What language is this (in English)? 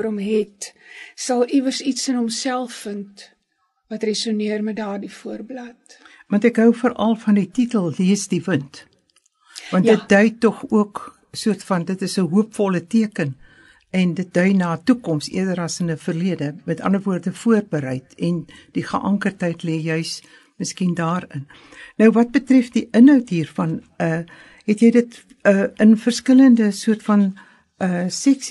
Afrikaans